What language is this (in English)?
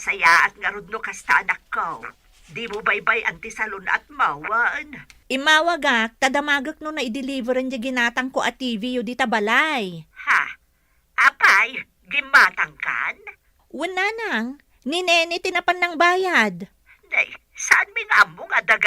Iloko